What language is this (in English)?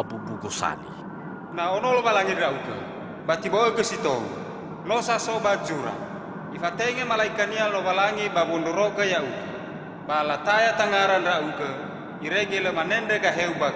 Nias